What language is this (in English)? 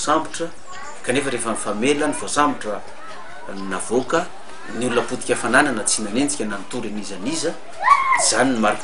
Malagasy